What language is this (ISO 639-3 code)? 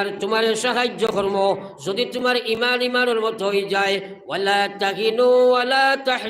syl